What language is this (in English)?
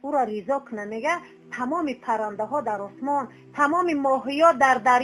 Tajik